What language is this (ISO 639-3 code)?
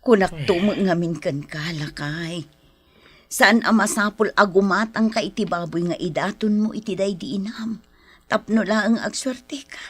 ilo